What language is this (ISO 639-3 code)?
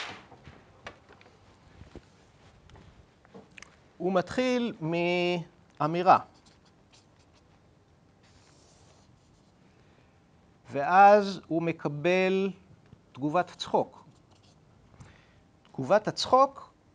heb